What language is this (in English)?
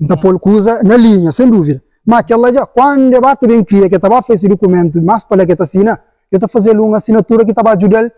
Kabuverdianu